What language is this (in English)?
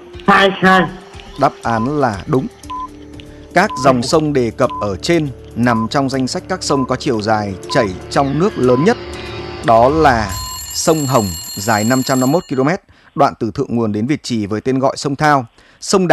Vietnamese